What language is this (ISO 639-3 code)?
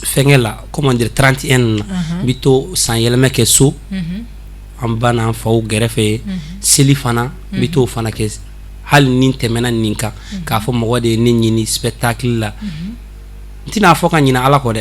bam